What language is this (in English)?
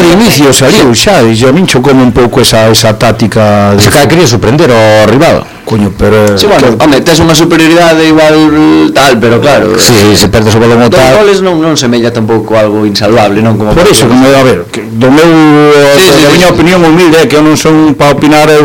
Galician